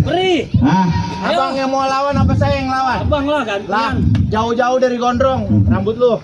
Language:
Betawi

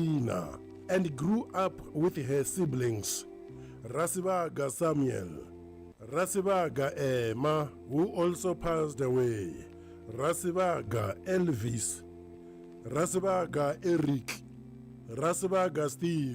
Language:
Venda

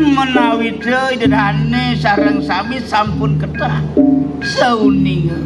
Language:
Balinese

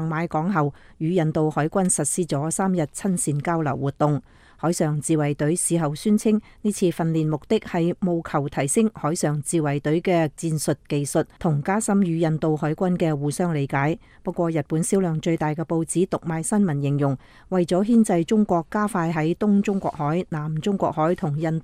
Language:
Cantonese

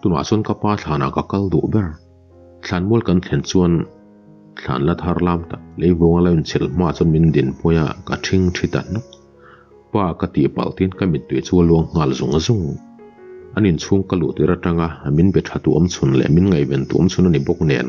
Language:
Mizo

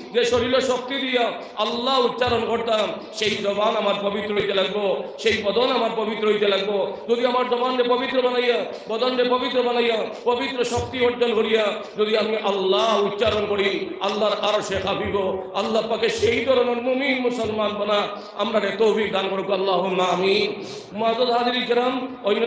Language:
Sylheti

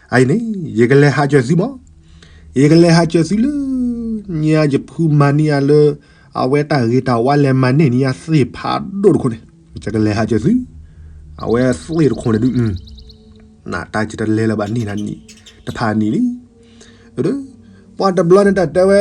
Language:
S'gaw Karen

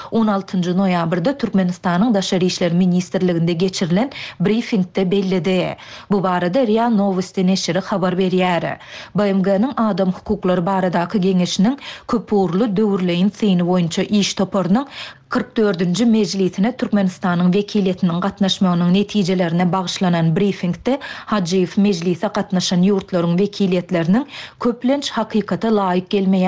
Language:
Turkmen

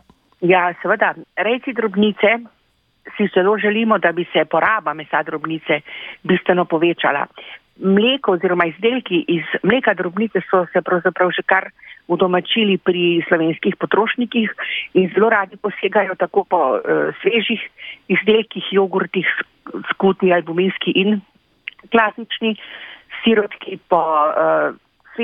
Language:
Slovenian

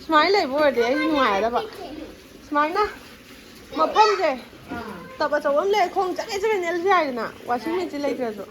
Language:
Manipuri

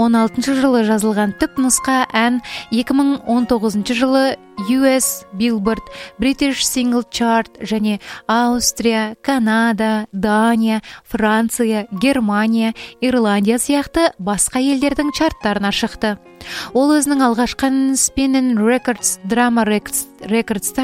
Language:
Kazakh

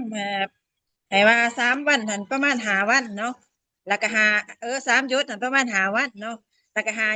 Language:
Northeastern Thai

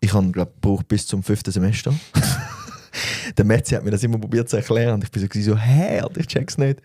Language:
Swiss German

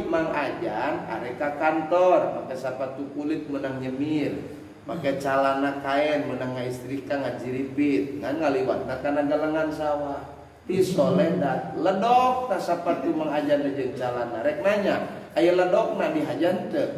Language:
Sundanese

